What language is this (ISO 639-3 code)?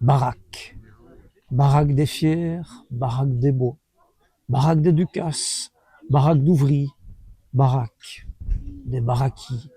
wln